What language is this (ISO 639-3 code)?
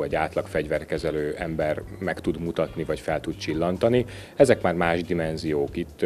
hun